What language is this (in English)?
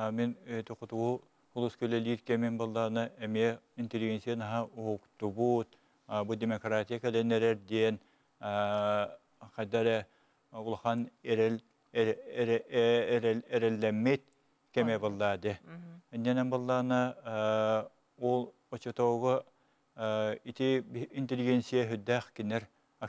Yakut